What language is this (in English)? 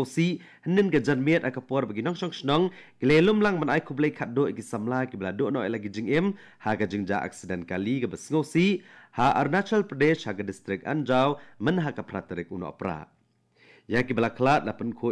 Khasi